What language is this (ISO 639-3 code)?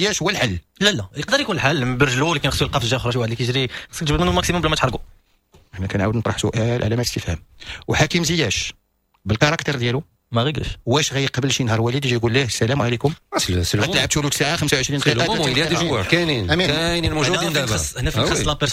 ary